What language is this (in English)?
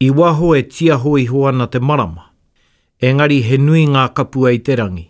Māori